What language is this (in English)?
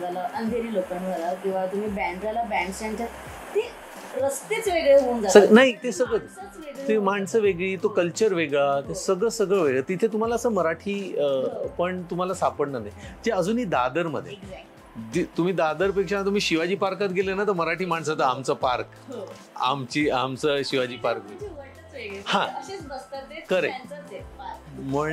Marathi